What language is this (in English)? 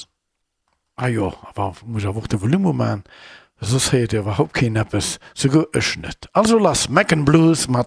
Luxembourgish